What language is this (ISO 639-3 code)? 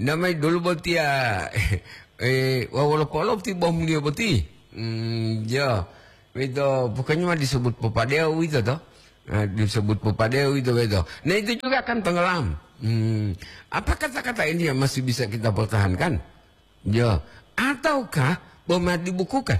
gor